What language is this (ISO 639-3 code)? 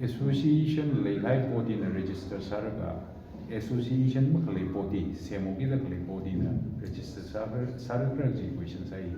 nmf